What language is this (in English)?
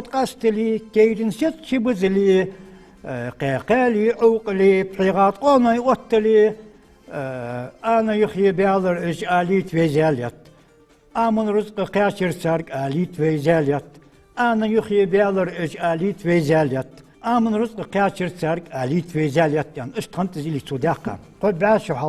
Ingush